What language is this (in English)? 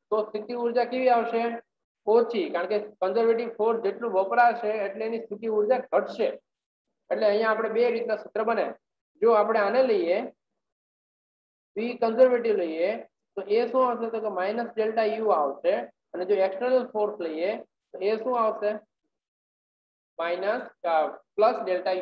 Gujarati